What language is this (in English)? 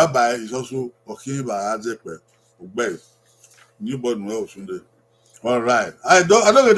Bini